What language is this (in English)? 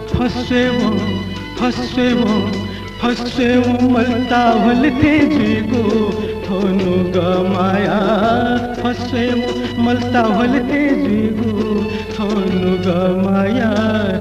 Newari